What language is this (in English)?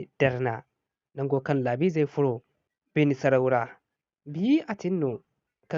Zarma